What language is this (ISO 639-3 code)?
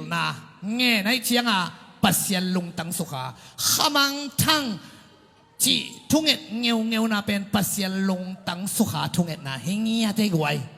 ctd